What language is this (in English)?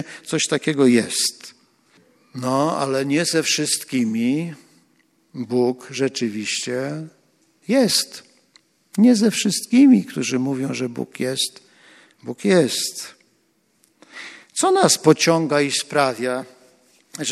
Polish